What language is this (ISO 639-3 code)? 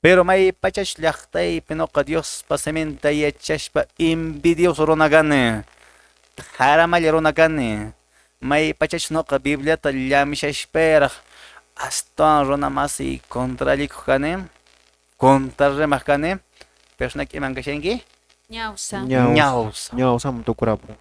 que